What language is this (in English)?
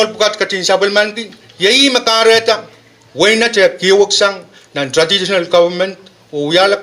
Pohnpeian